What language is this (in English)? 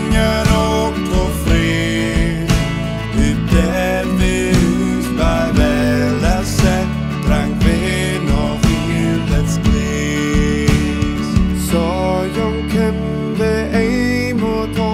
Northern Frisian